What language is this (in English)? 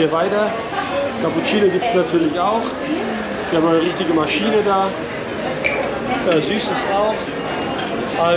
German